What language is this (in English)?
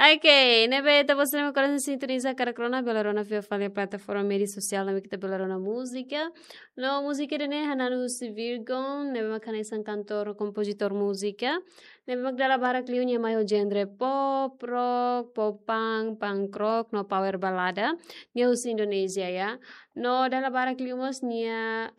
Tetum